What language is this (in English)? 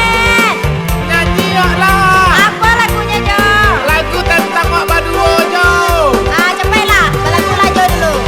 Minangkabau